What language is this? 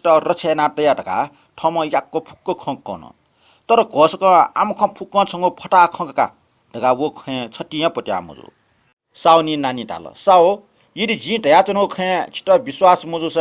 Newari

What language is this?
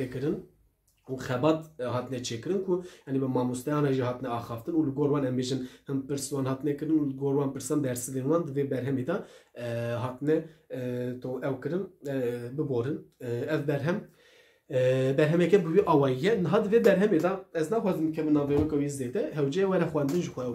Kurdish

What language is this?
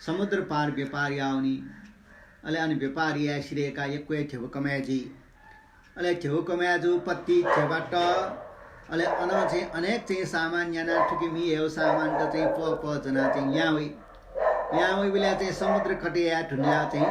Newari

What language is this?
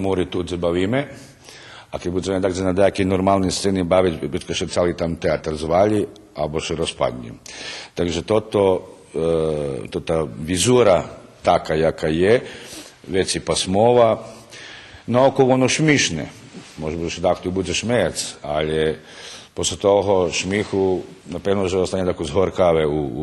Rusyn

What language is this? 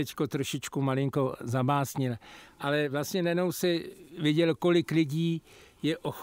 Czech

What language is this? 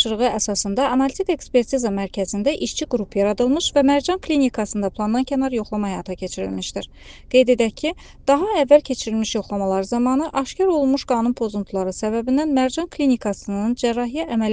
Azerbaijani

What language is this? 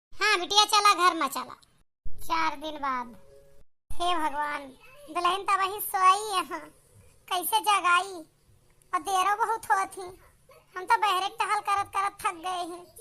Awadhi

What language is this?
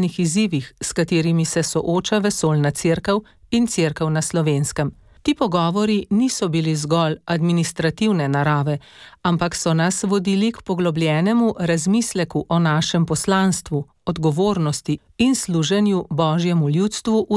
Slovenian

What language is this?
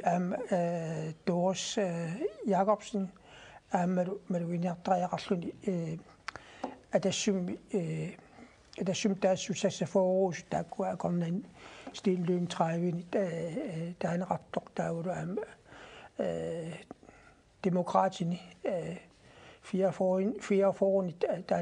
Kalaallisut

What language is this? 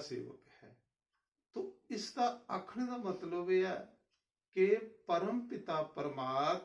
Dogri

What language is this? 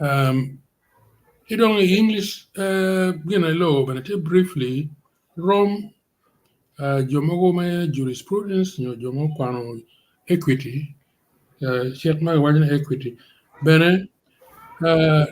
Acoli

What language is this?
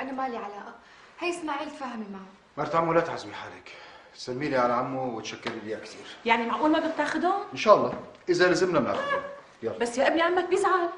North Levantine Arabic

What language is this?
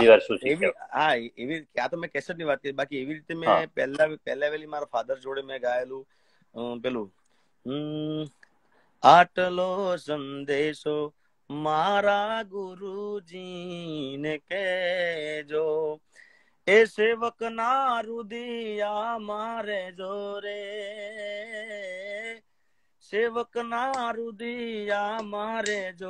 Gujarati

